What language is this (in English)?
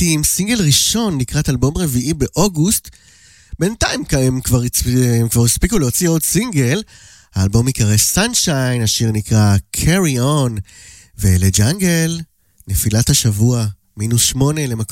Hebrew